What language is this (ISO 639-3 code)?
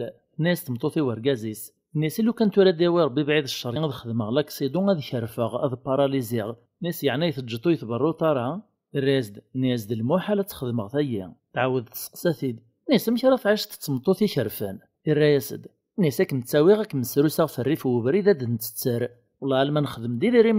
kab